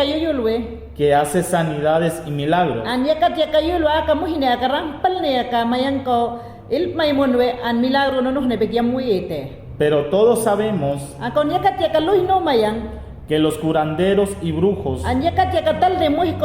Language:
Mayangna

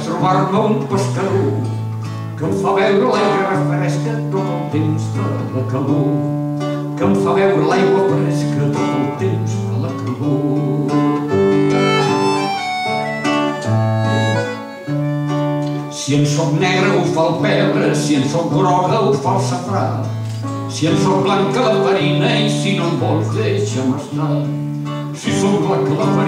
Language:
Catalan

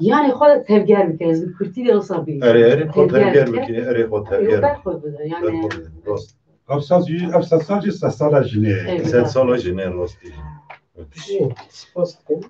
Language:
Kurdish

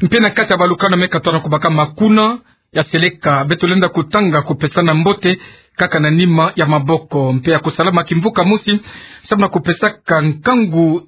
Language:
Kituba (Democratic Republic of Congo)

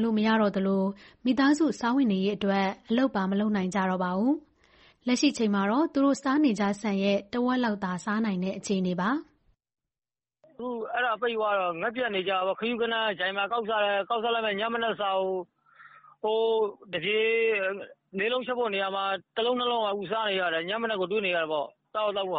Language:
Burmese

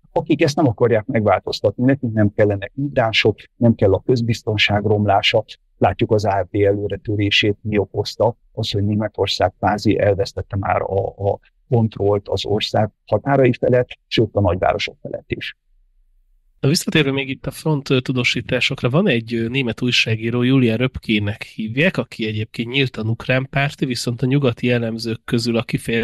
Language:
Hungarian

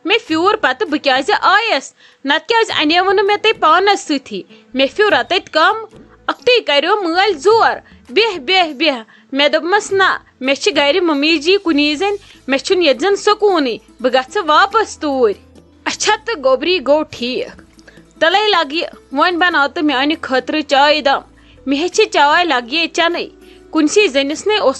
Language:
Kashmiri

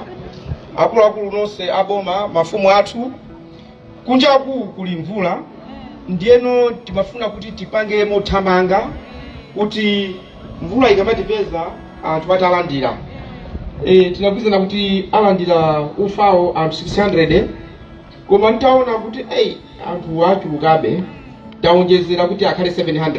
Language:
Nyanja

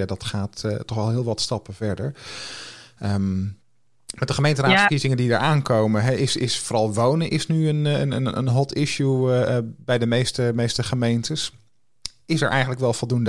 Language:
Dutch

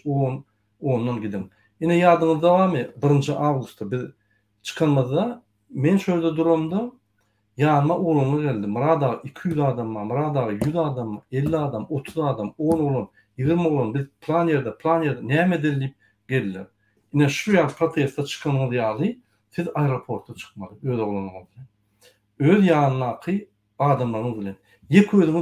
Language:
Turkmen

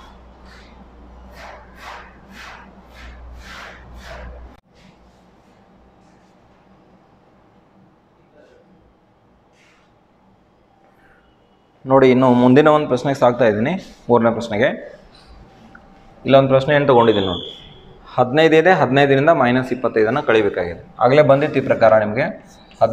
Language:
Kannada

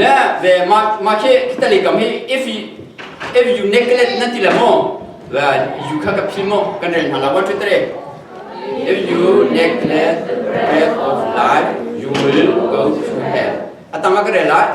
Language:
Hakha Chin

